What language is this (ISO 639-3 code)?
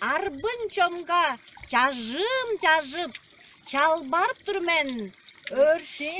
tyv